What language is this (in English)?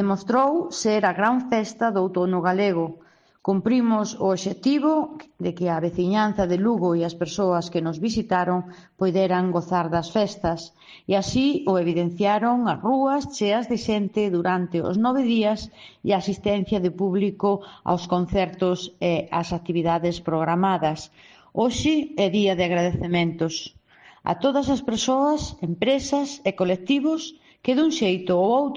Galician